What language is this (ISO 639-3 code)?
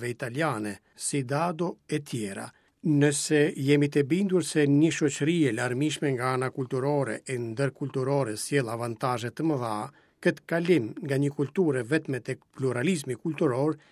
sqi